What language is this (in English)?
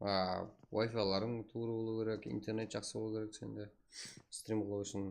Kara-Kalpak